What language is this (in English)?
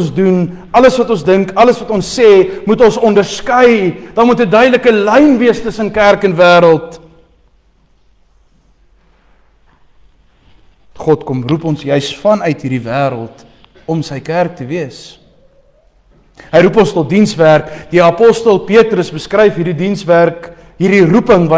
Afrikaans